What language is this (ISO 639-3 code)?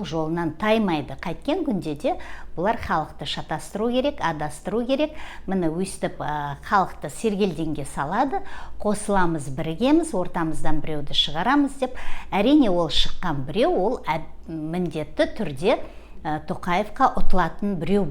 kaz